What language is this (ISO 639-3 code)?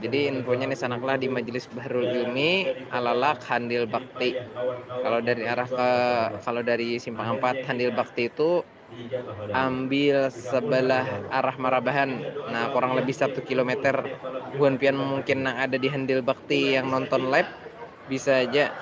bjn